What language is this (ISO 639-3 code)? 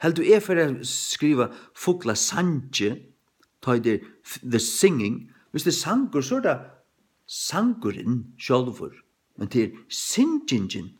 fao